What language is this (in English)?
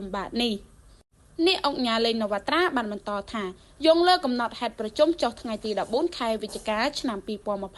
Khmer